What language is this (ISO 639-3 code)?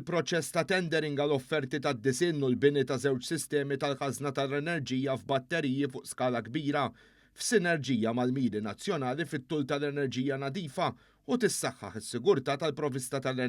mlt